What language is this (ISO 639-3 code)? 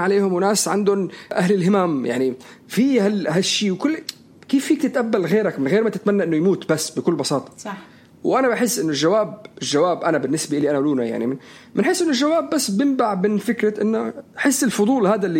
apc